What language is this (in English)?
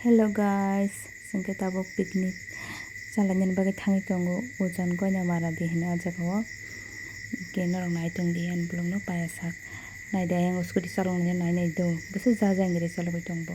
Kok Borok